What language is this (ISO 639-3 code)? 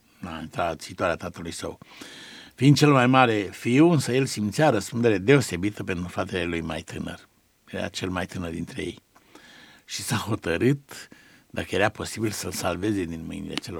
ron